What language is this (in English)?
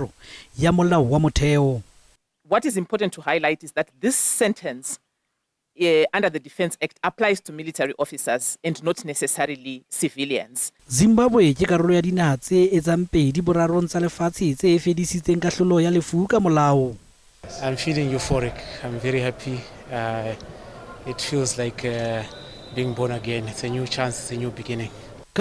Southern Sotho